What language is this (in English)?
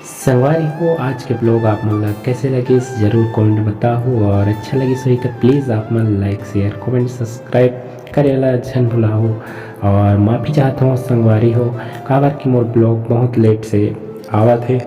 Chhattisgarhi